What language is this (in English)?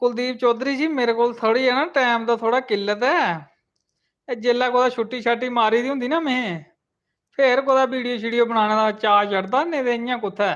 Dogri